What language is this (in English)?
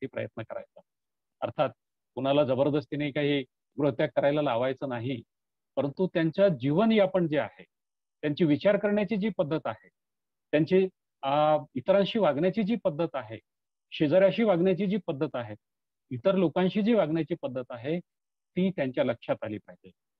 Marathi